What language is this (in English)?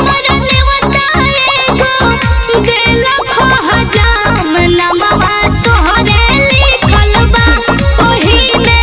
Bhojpuri